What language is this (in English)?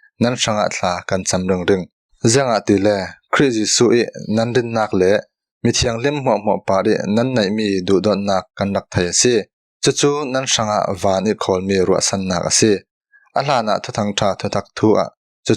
Falam Chin